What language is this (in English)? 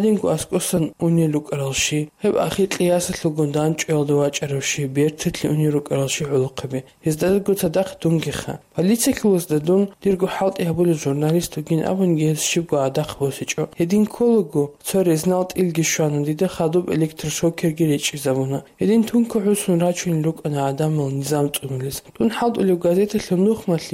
Avaric